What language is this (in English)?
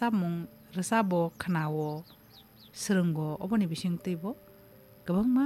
Kok Borok